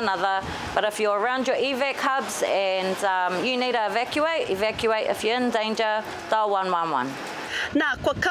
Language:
Māori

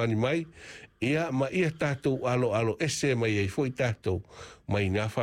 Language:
Samoan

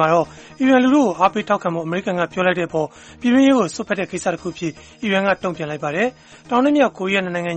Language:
Burmese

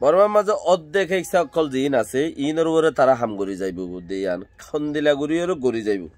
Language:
Rohingya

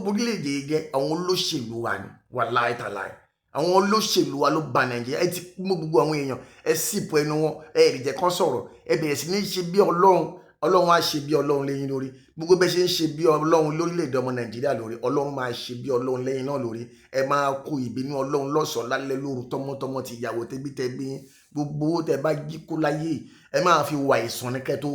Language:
Yoruba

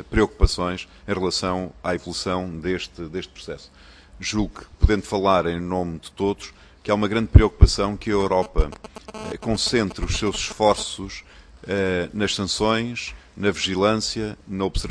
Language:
Portuguese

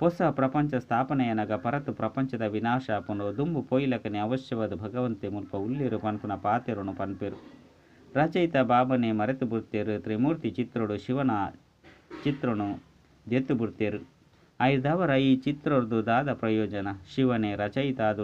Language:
Tulu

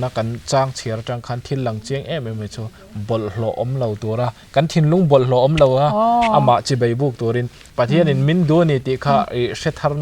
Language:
Mizo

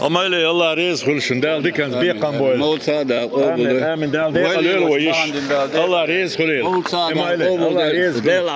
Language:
Chechen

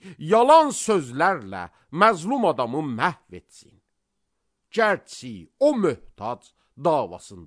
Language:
Azerbaijani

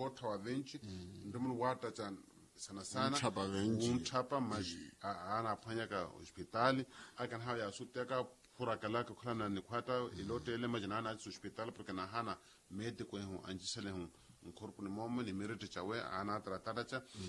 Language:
Makhuwa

